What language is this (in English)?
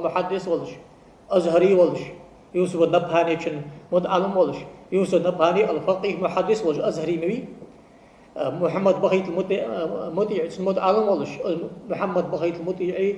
Ingush